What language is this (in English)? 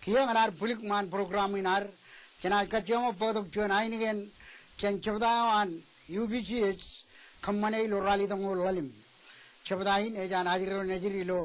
Marshallese